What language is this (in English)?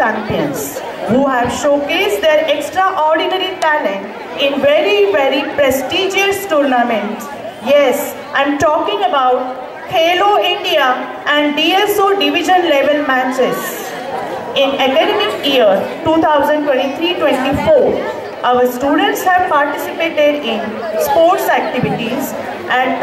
English